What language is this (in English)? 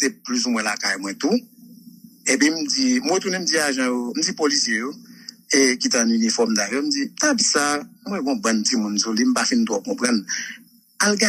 Haitian Creole